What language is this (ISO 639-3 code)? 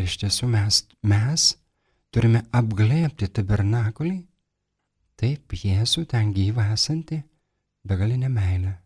lit